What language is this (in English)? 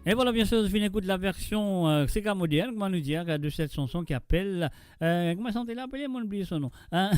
Morisyen